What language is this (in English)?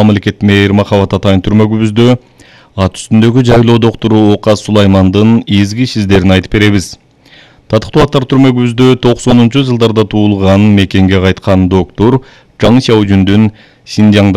Kyrgyz